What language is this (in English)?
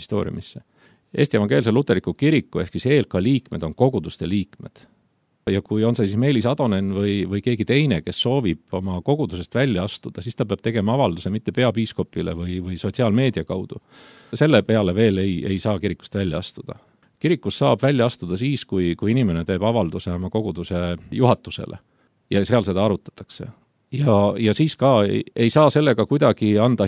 Estonian